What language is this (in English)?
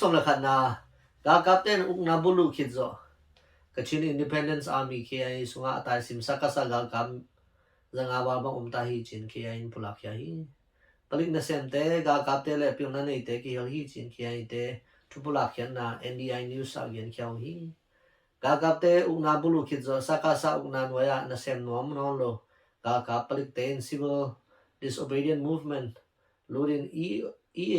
Tedim Chin